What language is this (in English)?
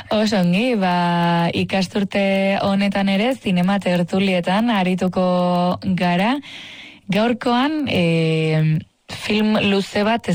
Basque